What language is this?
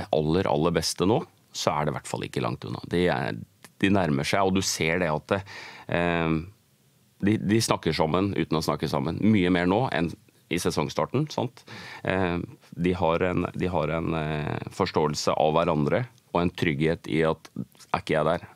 Norwegian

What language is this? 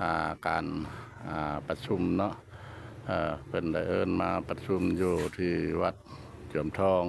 Lao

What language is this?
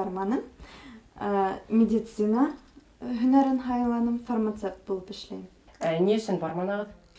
Bashkir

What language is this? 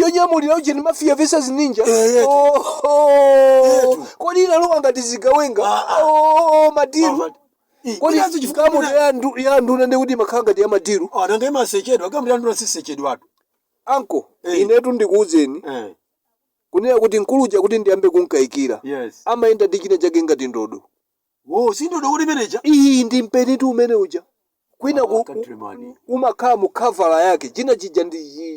Nyanja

